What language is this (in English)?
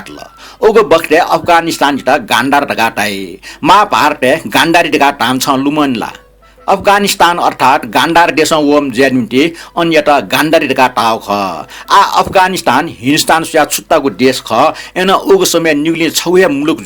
Newari